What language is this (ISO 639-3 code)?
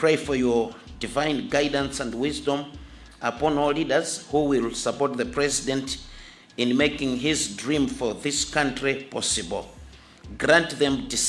nya